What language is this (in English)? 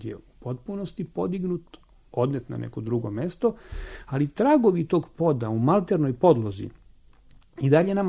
Serbian